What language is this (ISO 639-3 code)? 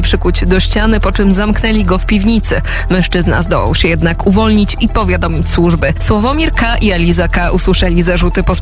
pol